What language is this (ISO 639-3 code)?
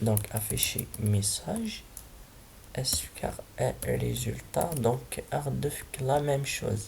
kab